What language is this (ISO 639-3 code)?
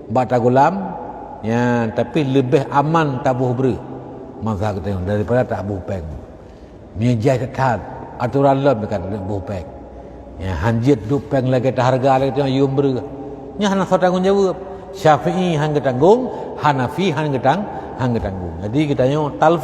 ace